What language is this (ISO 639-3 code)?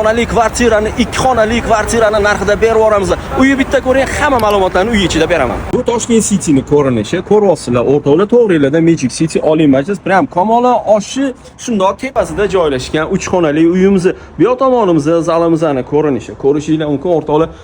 uzb